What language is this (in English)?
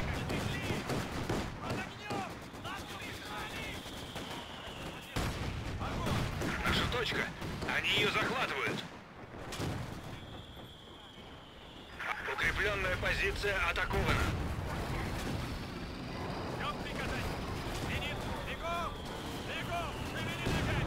Russian